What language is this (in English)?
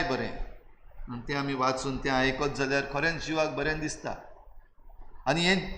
Konkani